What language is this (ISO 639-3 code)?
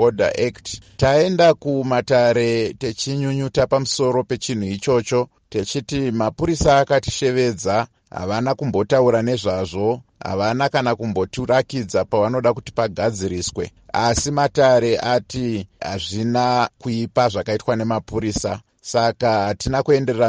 sna